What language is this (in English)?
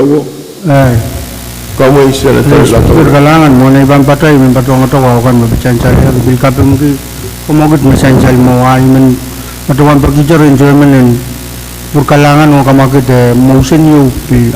Pohnpeian